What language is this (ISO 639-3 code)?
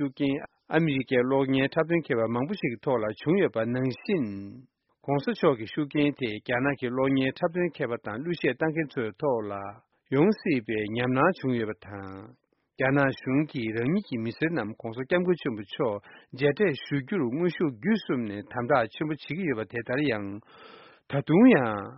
bod